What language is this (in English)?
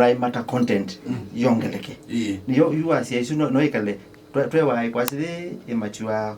Kamba